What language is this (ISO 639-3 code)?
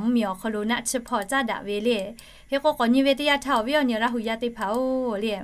lhu